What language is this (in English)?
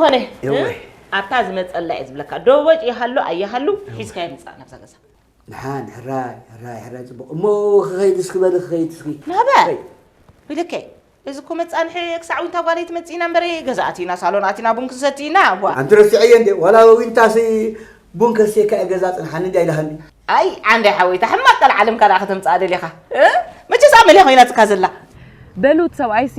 Tigrinya